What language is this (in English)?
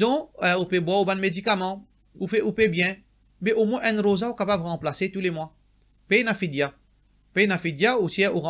Morisyen